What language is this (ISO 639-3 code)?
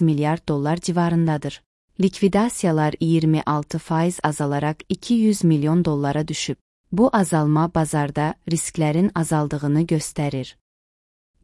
aze